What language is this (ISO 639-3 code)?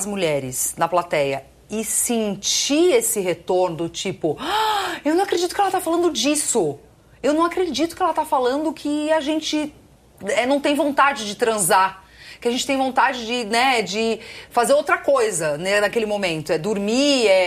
por